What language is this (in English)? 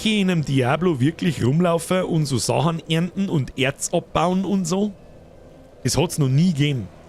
Bavarian